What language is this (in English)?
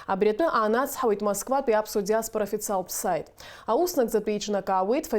Abkhazian